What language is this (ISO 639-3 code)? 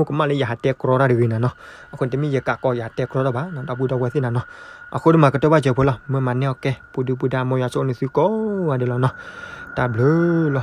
ksw